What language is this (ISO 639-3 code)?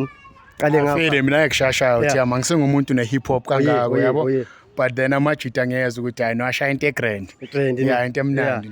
zul